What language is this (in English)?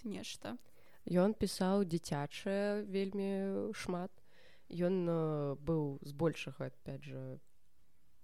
Belarusian